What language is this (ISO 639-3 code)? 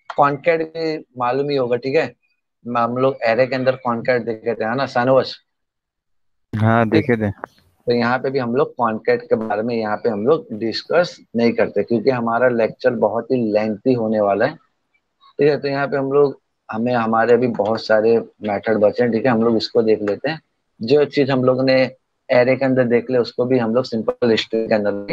hin